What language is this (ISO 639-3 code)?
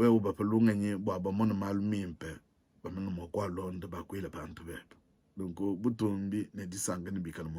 lua